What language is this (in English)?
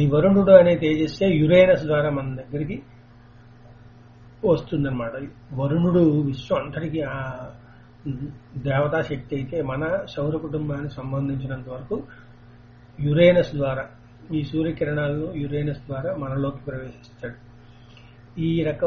Telugu